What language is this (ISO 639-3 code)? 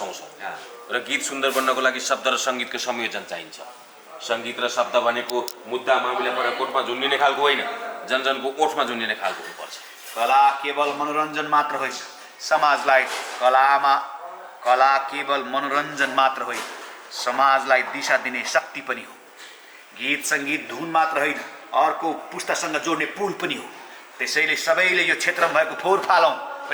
nep